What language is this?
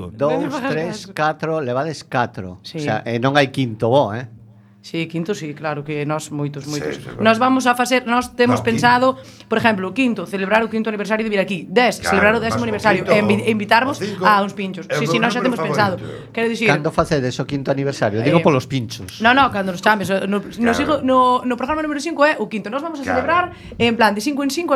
Galician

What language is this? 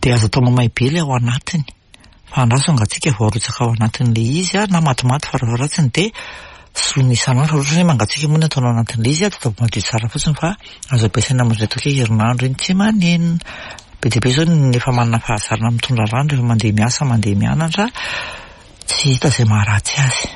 Malagasy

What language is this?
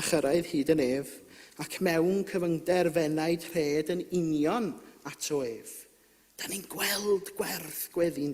Welsh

